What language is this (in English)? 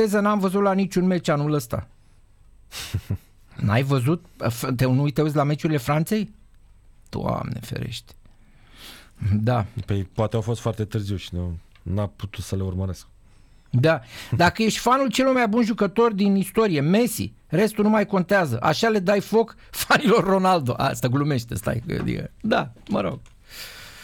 Romanian